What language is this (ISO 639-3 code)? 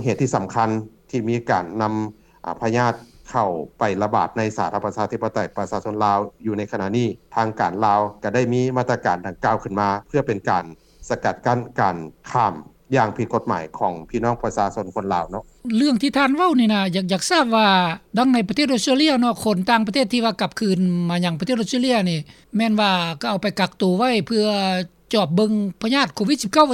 lao